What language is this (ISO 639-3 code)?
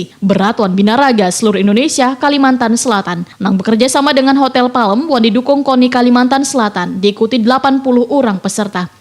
bjn